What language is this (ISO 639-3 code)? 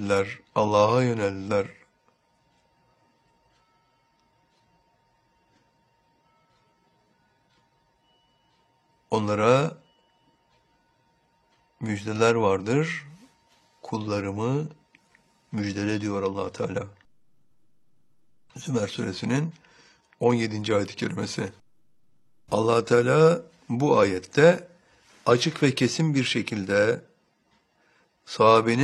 tur